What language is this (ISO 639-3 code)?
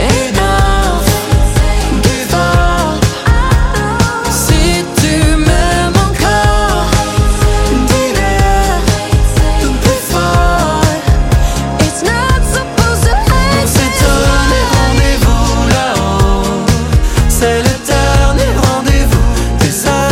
fra